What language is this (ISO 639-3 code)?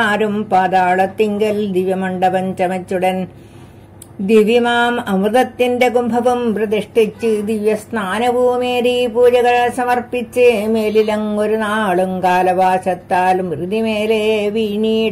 mal